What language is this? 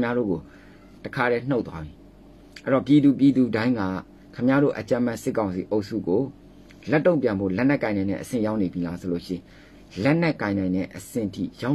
Burmese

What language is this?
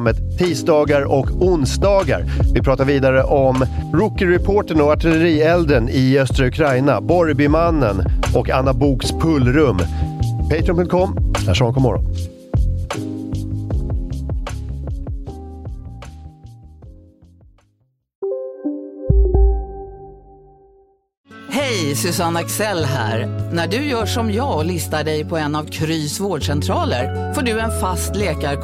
Swedish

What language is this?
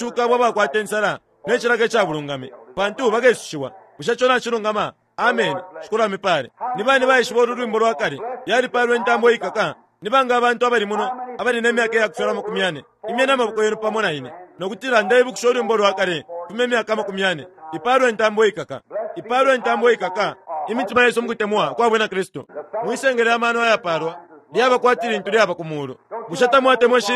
Bemba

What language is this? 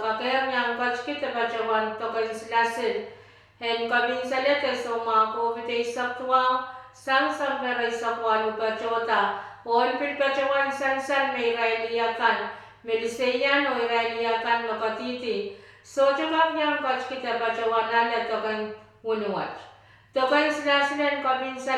Pohnpeian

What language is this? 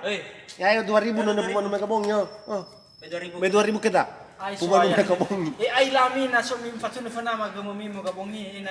Nias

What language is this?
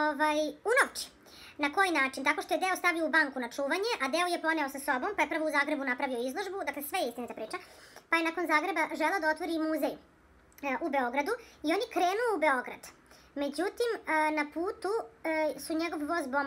Serbian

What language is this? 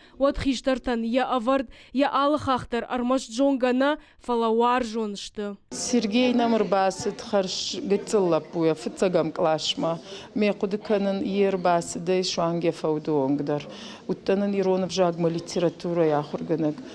Ossetic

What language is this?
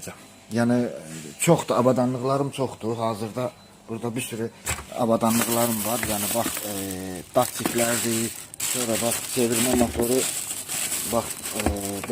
Azerbaijani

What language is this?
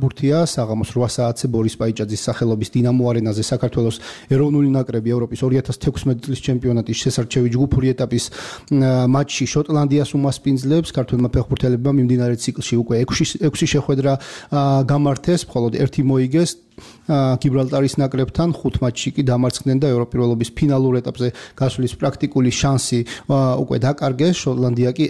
Georgian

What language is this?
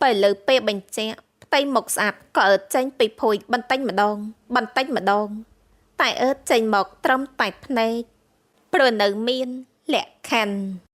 Khmer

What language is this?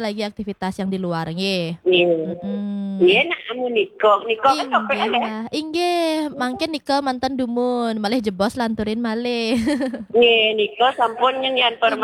Balinese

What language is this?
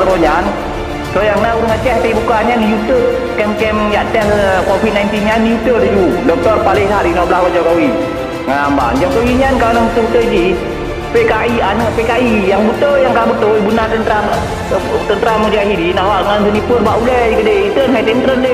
Achinese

